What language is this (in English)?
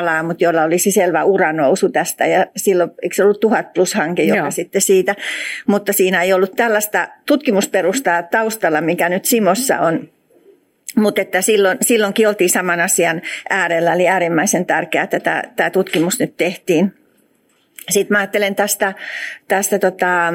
Finnish